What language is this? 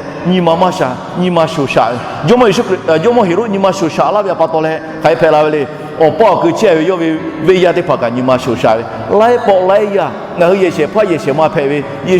Lahu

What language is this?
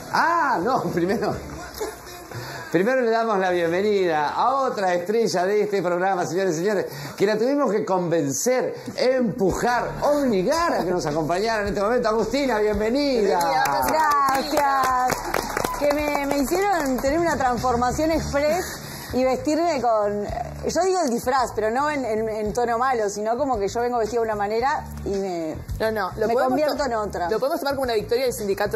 Spanish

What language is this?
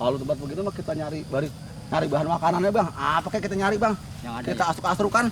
Betawi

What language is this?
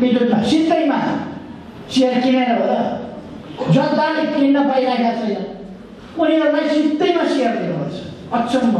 Nepali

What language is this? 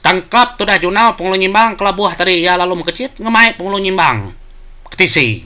Iban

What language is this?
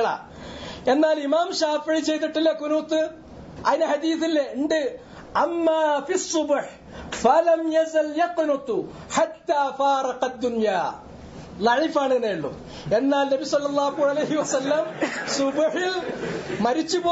Malayalam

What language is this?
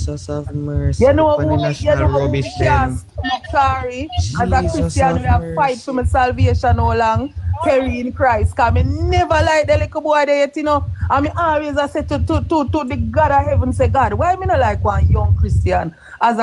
Jamaican Creole English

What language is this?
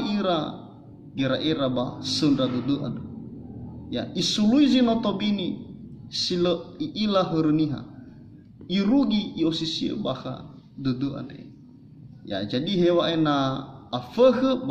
Nias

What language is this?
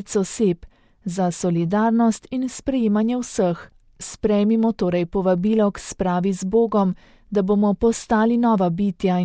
Slovenian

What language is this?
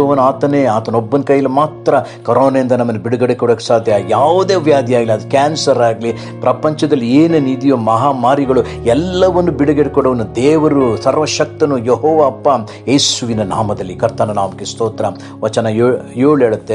Kannada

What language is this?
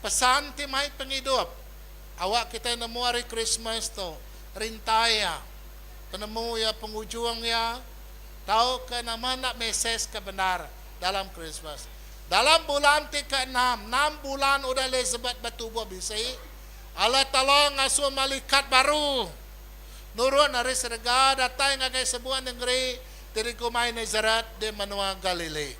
Iban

